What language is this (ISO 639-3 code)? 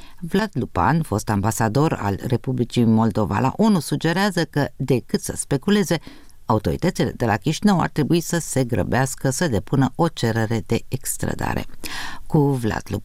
ron